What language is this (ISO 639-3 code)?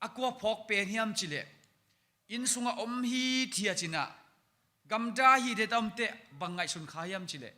ctd